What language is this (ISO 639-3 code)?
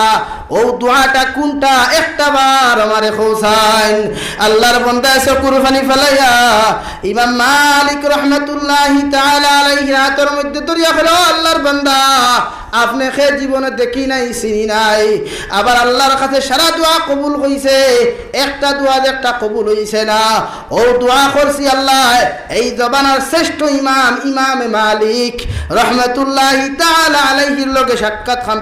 syl